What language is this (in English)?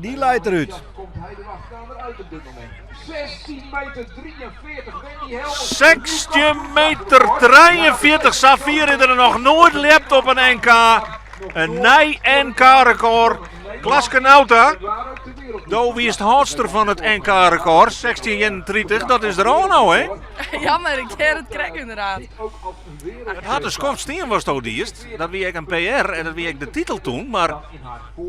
Western Frisian